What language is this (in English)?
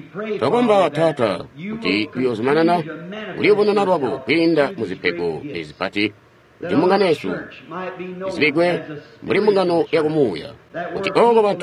Tonga (Zambia)